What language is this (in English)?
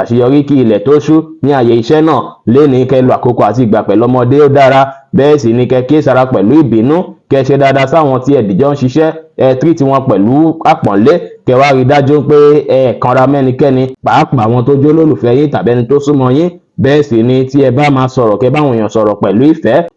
Yoruba